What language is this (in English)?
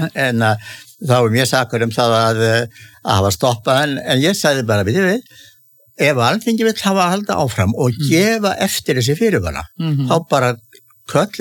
Icelandic